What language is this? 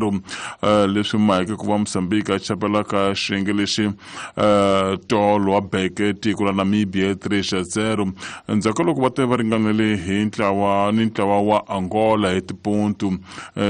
Tsonga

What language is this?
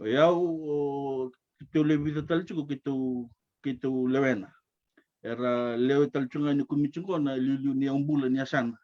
Fijian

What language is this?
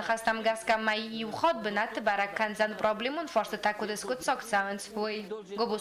Ossetic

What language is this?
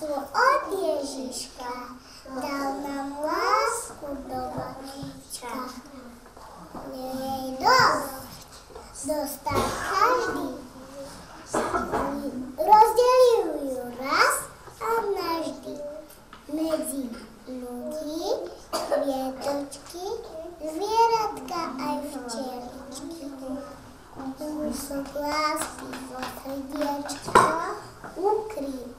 Slovak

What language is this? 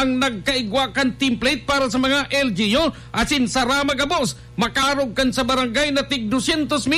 Bikol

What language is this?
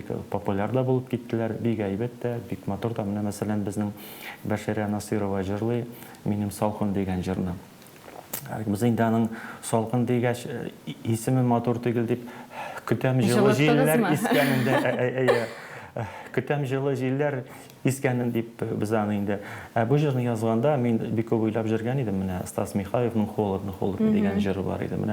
Tatar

